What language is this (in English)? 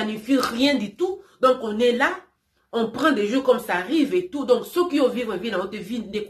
Lingala